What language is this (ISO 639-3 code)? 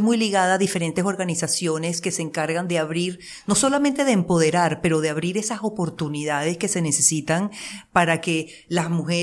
spa